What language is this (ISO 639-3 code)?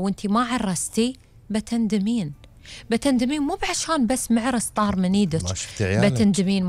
afb